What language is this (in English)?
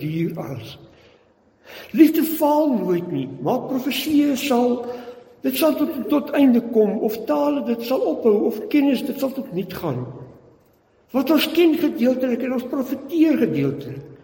Afrikaans